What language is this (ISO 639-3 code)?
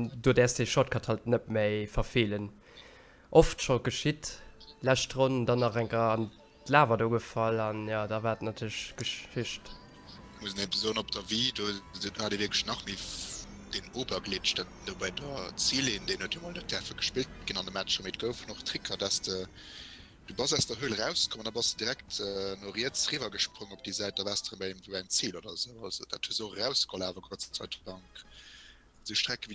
ltz